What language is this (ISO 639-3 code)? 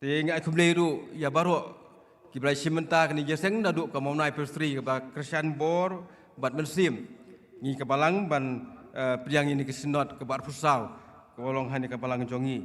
kha